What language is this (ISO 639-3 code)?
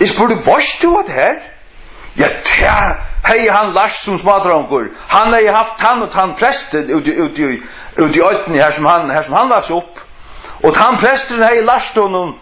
fao